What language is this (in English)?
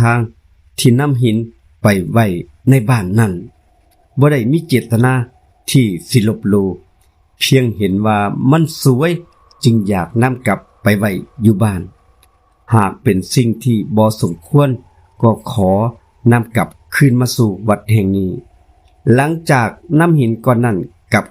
Northeastern Thai